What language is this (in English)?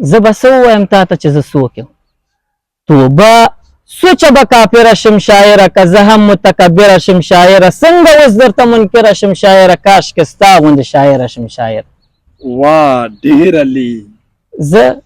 Pashto